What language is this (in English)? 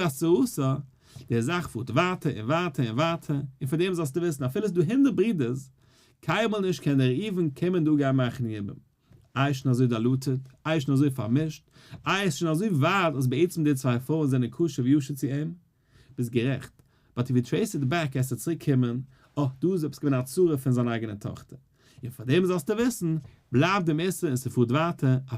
Yiddish